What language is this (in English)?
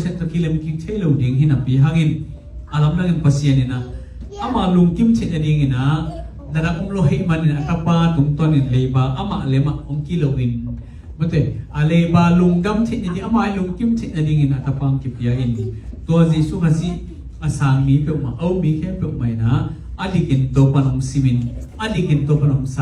Tedim Chin